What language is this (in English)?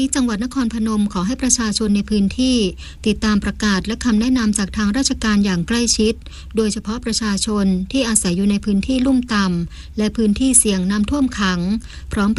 Thai